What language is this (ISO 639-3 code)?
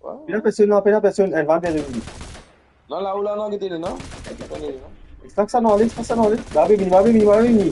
mfe